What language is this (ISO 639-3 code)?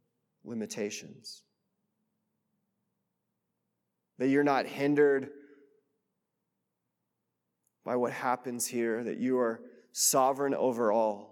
eng